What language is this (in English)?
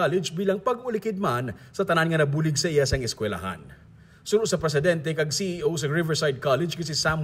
Hiligaynon